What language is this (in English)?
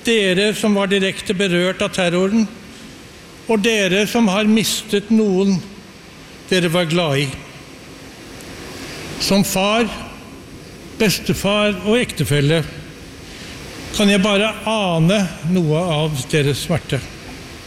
Norwegian